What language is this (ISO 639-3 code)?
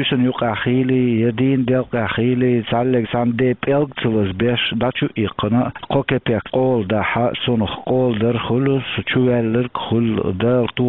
che